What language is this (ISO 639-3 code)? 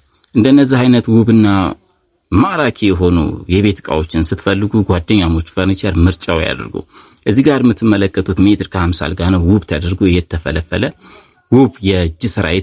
amh